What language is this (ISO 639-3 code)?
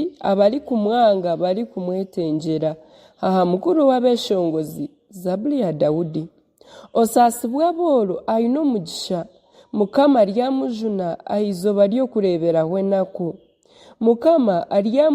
nyn